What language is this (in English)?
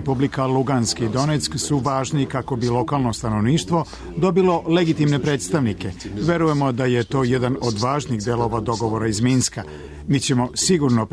Serbian